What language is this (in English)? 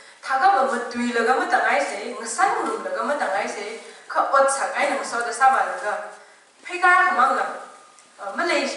Tangkhul Naga (India)